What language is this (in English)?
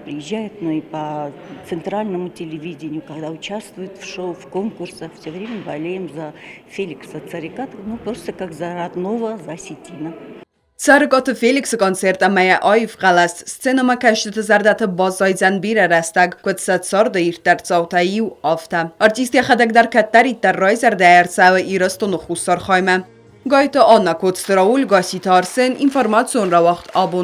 Ossetic